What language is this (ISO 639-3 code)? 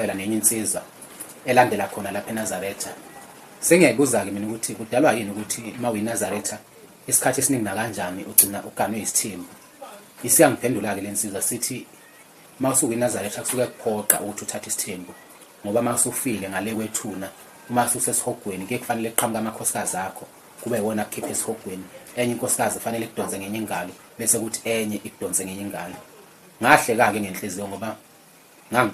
zul